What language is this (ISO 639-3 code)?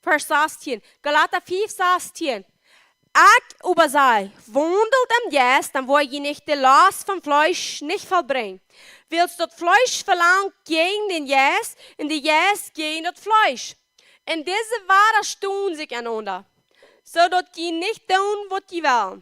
pdt